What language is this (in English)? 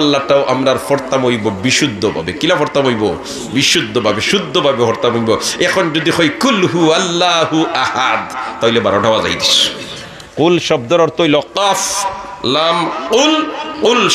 Sylheti